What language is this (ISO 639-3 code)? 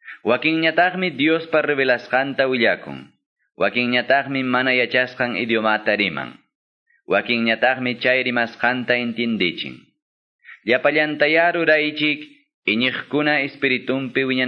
que